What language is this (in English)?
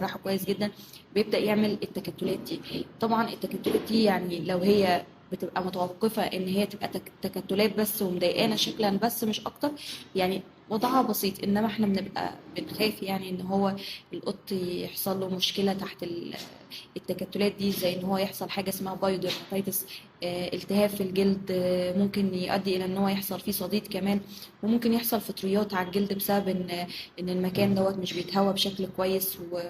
Egyptian Arabic